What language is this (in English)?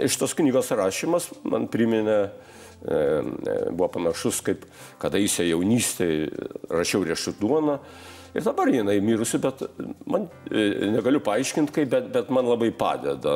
Lithuanian